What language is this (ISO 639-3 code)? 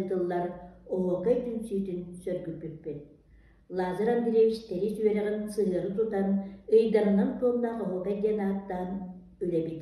sah